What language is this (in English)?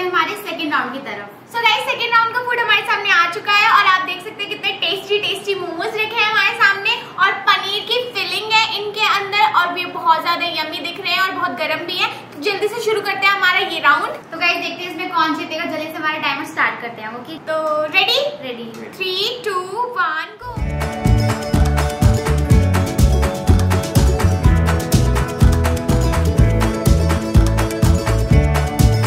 Hindi